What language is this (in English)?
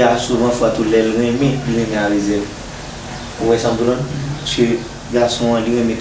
Haitian Creole